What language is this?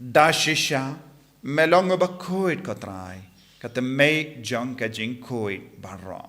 Khasi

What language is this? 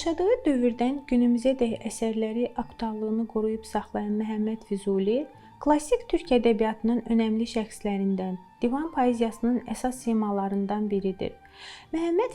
Azerbaijani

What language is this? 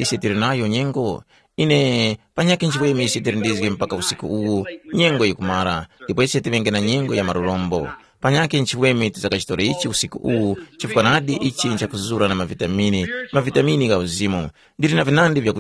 Tumbuka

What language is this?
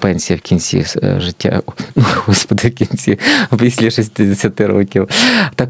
Ukrainian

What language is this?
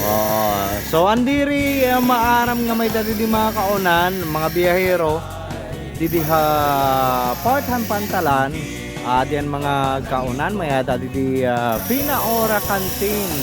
Waray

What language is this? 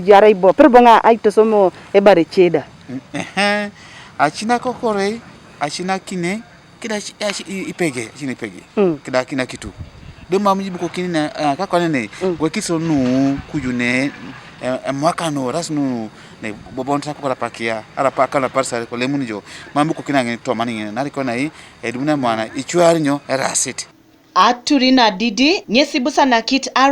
Teso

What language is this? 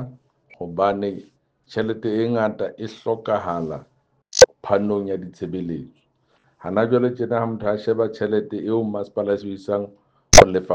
Southern Sotho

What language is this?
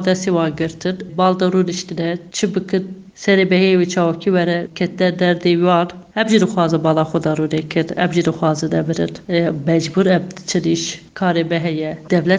Kurdish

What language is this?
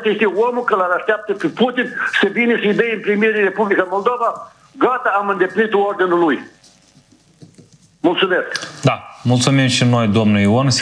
Romanian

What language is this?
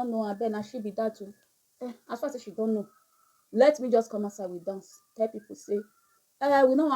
Nigerian Pidgin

